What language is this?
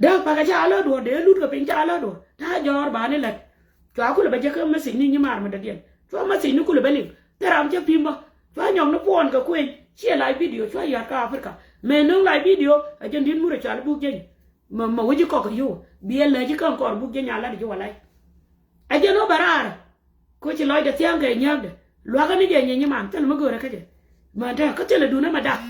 Nuer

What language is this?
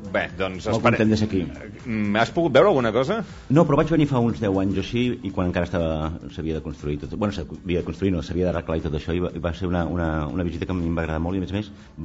Catalan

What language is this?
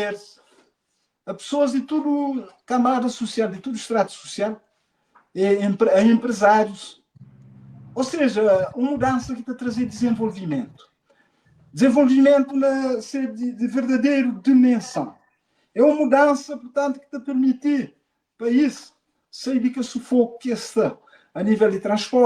Kabuverdianu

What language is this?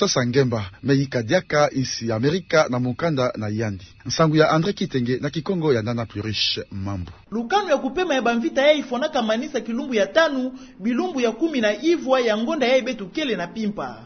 Kituba (Democratic Republic of Congo)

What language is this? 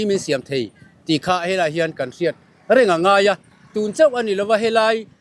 Mizo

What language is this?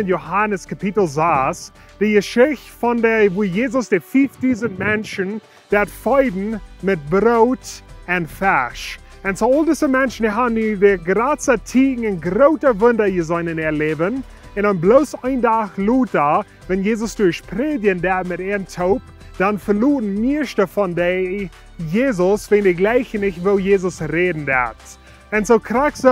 Plautdietsch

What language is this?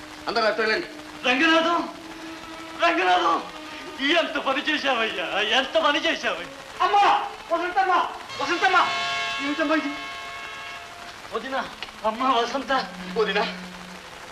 Telugu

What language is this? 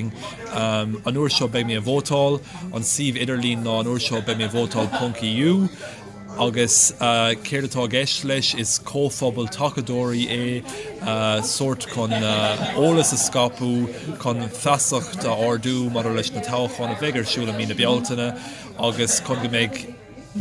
Irish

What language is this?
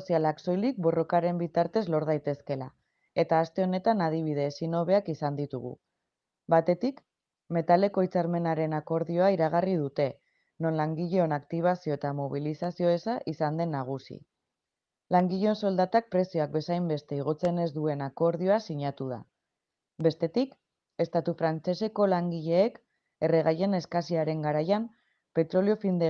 Basque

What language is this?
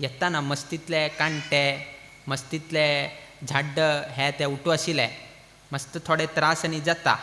Konkani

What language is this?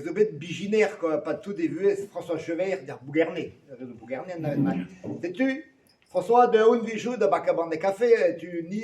Breton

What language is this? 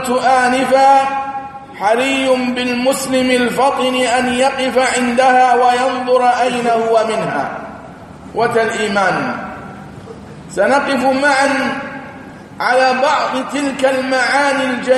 Arabic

